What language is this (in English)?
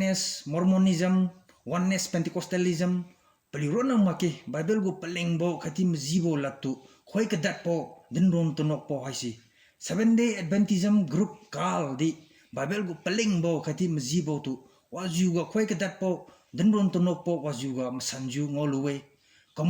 Liangmai Naga